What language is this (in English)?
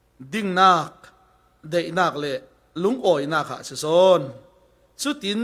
Falam Chin